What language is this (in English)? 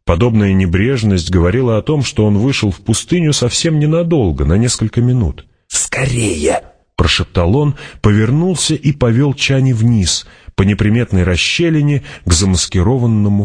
Russian